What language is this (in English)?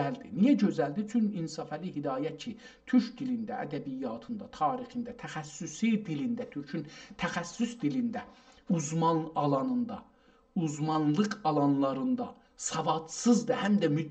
South Azerbaijani